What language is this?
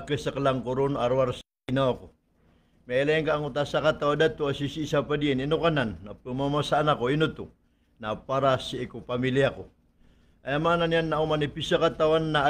Maranao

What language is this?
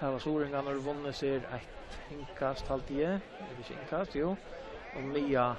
Faroese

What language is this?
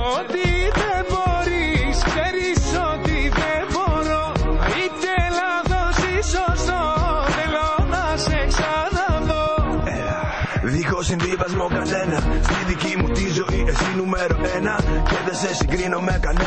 Greek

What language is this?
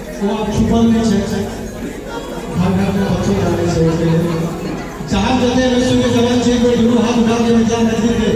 Maithili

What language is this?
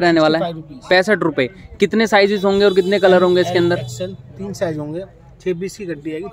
Hindi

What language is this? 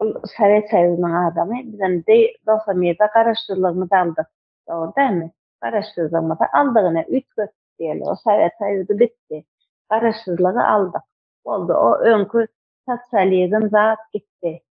Turkmen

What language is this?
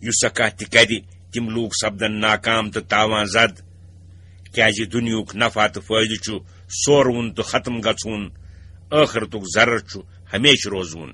Kashmiri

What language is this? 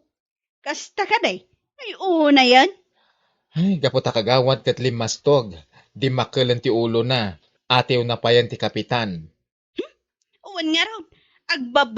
Iloko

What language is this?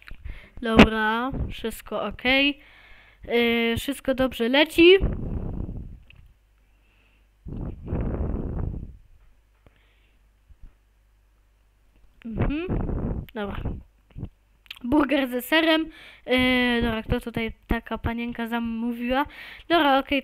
Polish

